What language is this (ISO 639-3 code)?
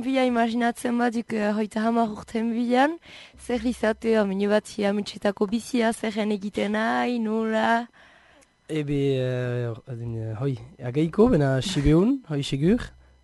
eus